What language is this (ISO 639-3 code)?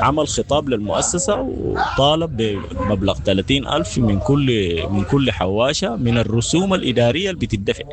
apd